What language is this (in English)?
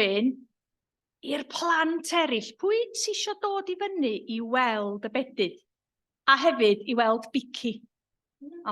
Welsh